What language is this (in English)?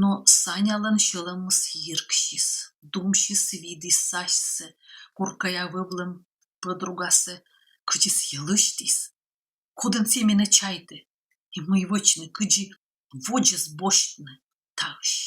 Komi